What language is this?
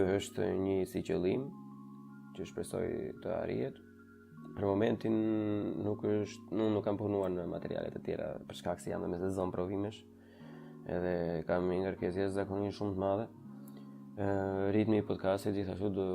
Albanian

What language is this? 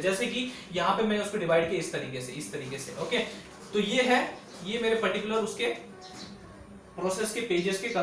Hindi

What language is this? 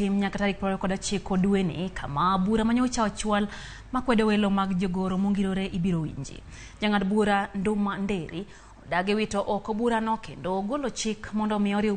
Luo (Kenya and Tanzania)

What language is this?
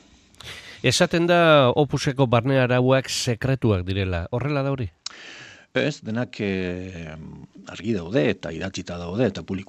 Basque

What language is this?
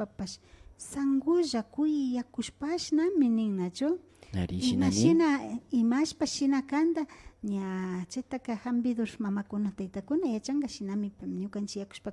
Imbabura Highland Quichua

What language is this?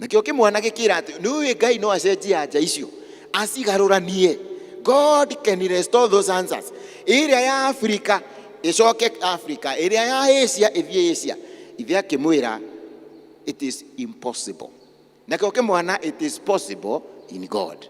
Kikuyu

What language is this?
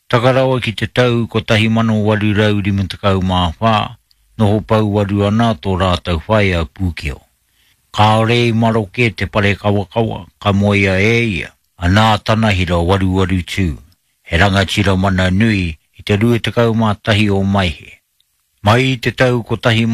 Māori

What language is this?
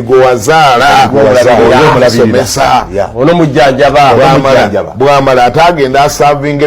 Ganda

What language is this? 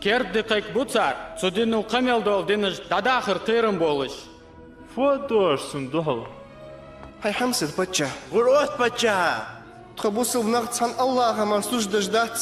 Ingush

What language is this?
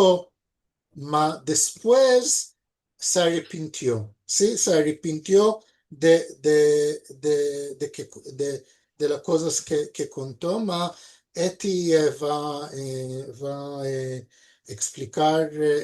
Ladino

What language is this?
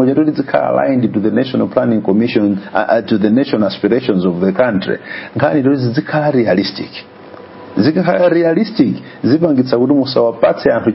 Nyanja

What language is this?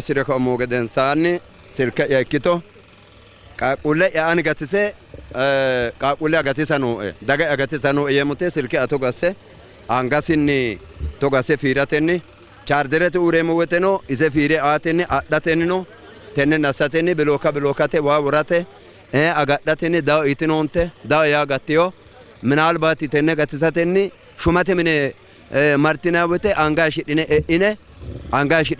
Sidamo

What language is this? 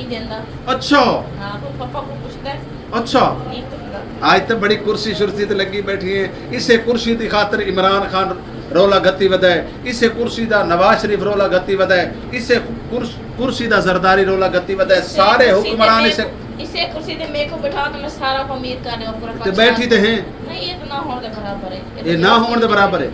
Saraiki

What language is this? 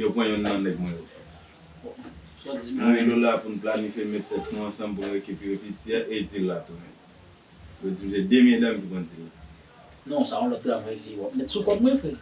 Haitian Creole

